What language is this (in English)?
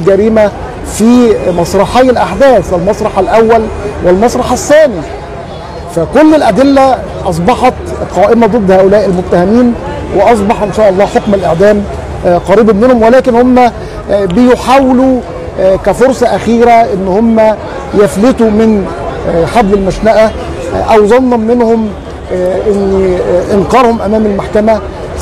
Egyptian Arabic